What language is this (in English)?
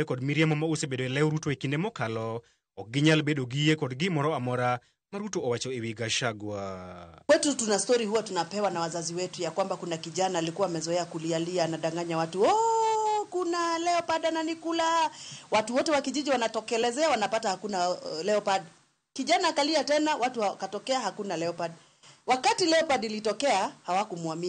Luo (Kenya and Tanzania)